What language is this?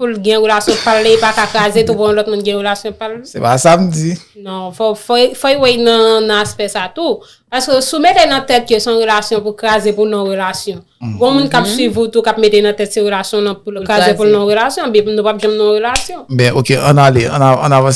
Haitian Creole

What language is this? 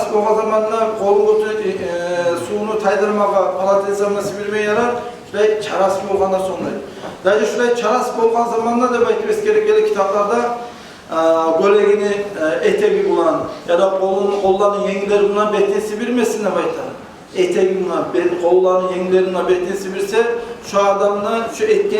Kumyk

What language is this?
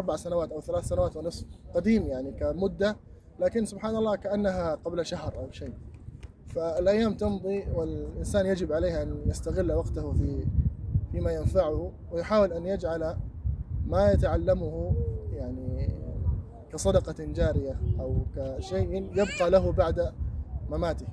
Baluchi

